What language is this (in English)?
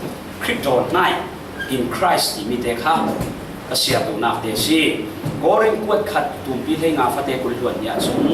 Falam Chin